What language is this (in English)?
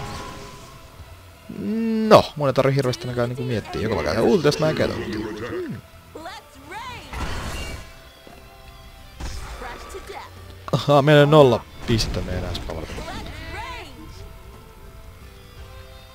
Finnish